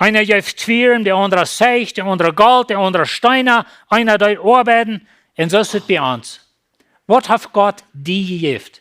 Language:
Plautdietsch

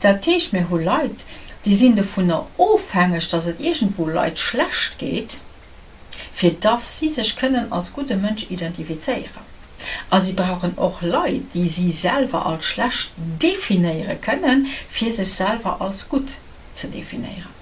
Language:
Luxembourgish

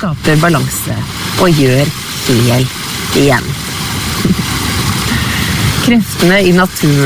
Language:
Norwegian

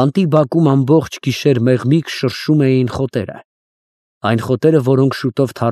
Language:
Armenian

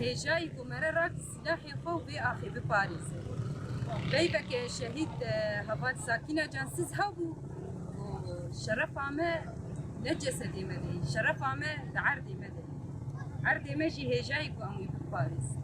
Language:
Kurdish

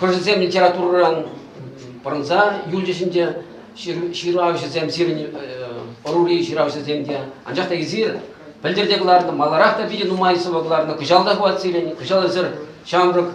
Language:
Chuvash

